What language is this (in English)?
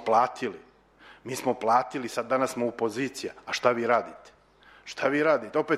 Serbian